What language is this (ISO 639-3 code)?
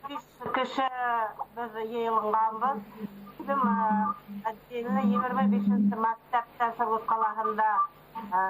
bak